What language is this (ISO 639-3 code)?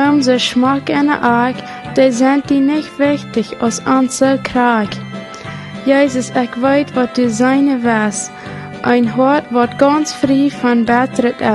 pdt